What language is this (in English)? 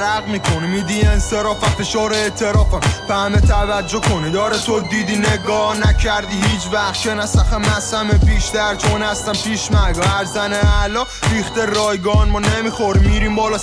Persian